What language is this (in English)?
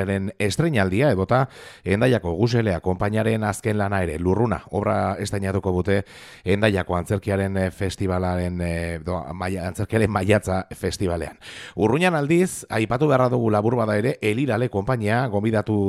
Basque